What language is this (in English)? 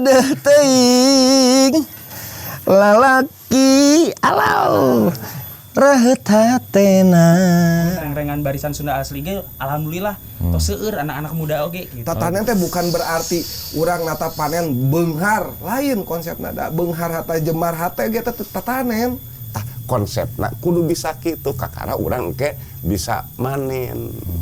Sundanese